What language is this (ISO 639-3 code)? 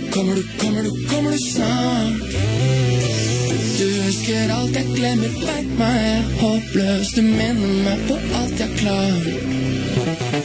nor